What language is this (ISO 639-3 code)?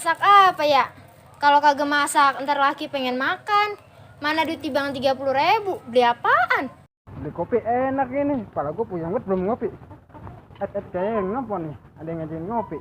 bew